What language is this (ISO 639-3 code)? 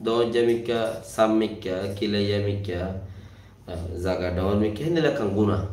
rhg